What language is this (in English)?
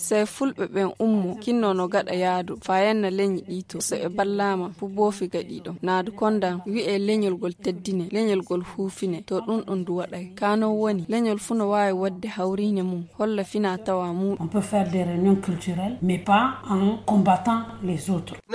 Nigerian Fulfulde